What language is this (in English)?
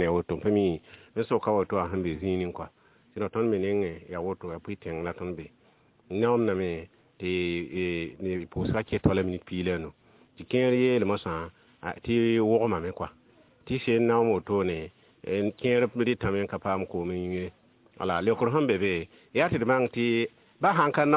Mossi